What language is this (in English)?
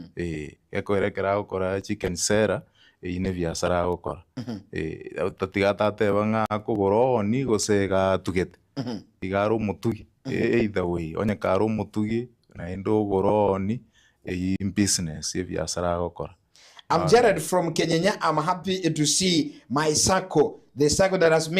Gusii